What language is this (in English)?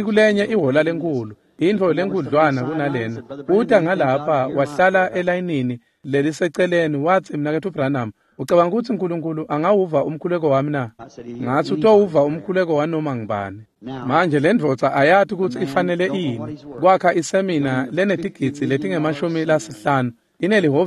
Swati